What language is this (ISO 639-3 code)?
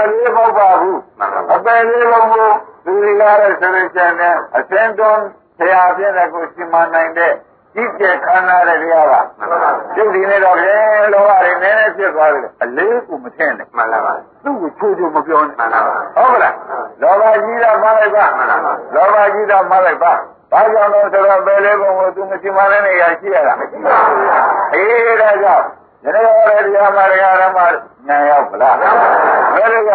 mya